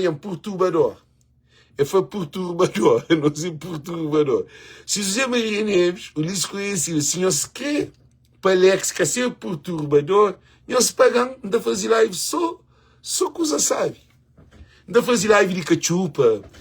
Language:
Kabuverdianu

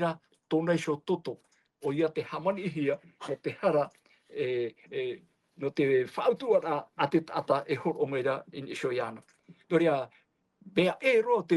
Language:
Tahitian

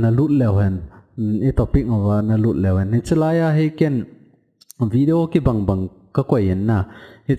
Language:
Thado Chin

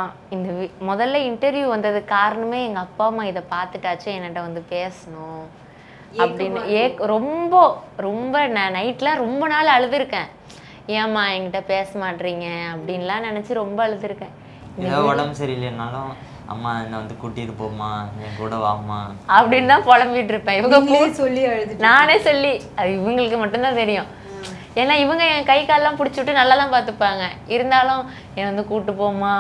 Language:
Tamil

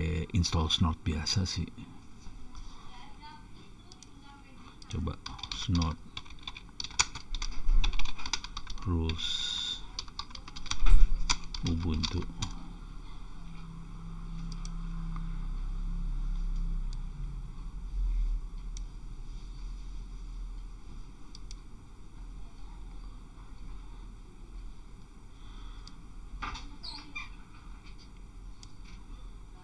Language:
Indonesian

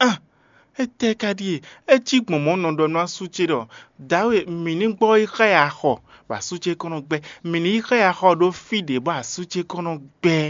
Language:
Fon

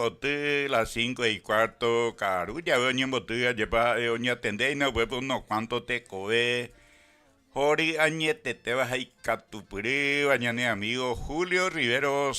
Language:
Guarani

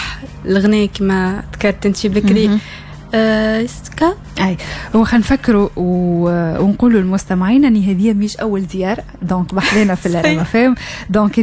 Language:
Tunisian Arabic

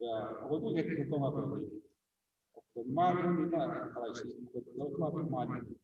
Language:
Tongan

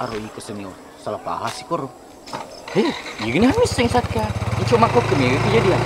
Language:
Buginese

